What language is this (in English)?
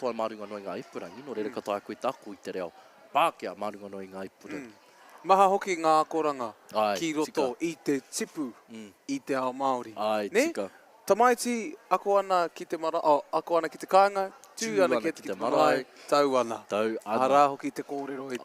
Māori